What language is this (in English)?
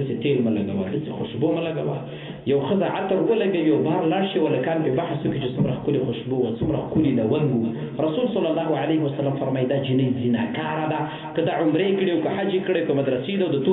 Pashto